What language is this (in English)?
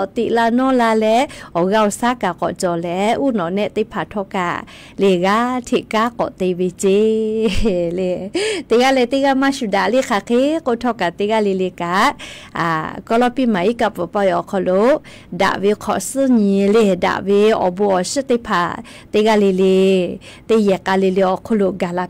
Lahu